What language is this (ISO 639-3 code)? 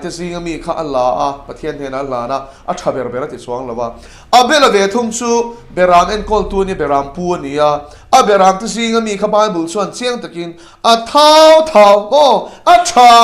lus